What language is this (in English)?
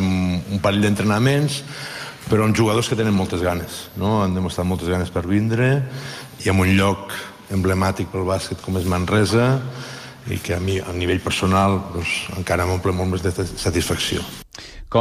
Catalan